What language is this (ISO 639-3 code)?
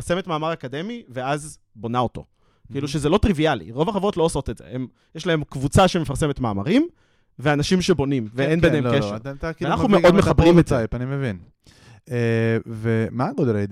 heb